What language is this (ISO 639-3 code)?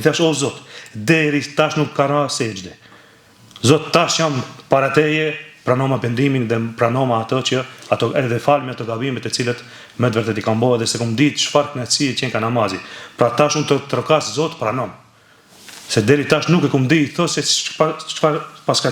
sqi